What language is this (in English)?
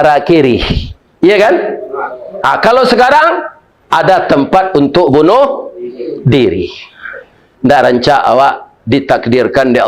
Minangkabau